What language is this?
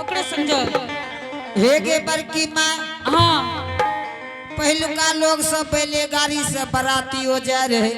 Angika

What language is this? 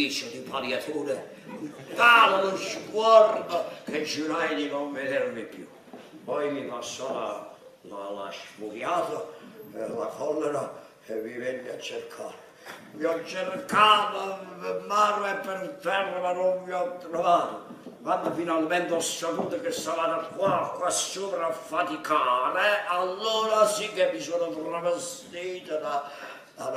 Neapolitan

